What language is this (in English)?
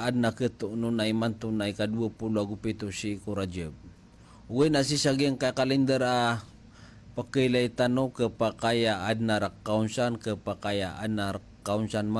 Maranao